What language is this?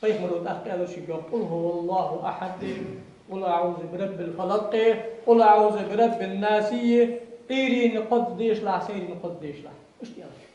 Ingush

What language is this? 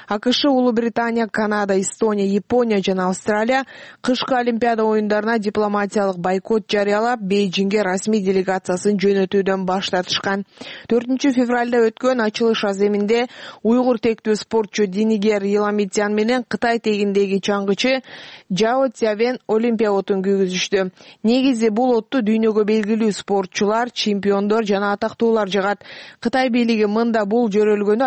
Kyrgyz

